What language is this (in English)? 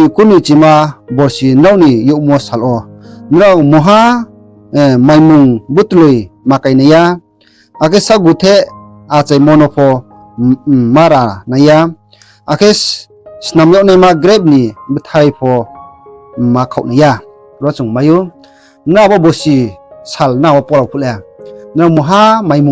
Riang (India)